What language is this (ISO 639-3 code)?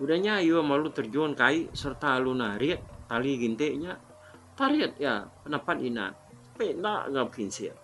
iba